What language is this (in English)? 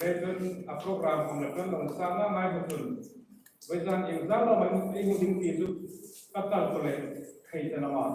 Hmar